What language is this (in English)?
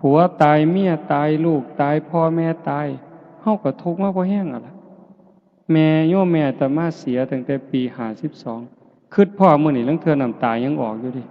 Lao